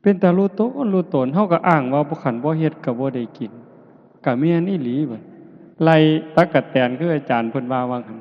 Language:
Northeastern Thai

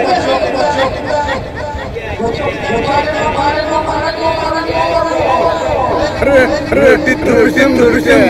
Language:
Santali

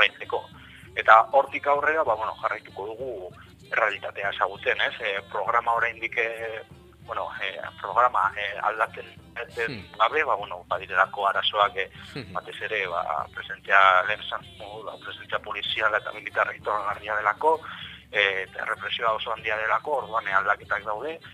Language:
Basque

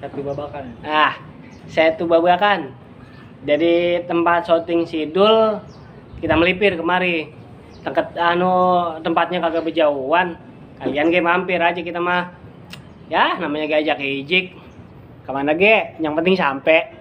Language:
Betawi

